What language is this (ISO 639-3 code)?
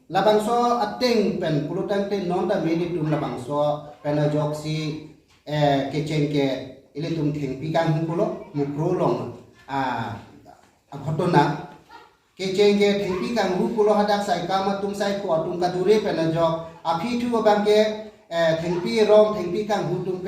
mjw